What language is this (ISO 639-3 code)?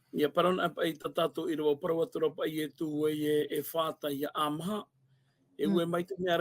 tah